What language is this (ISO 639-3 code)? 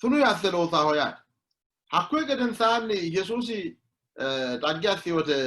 sid